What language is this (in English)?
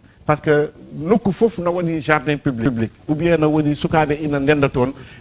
Fula